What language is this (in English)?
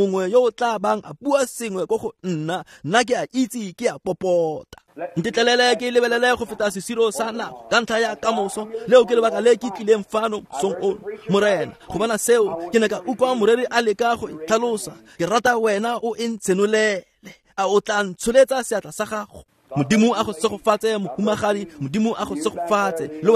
Tswana